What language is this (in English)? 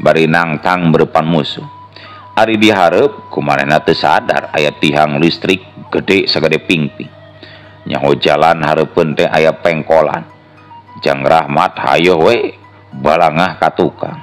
Sundanese